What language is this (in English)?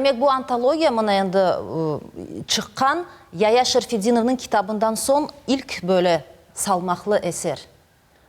Crimean Tatar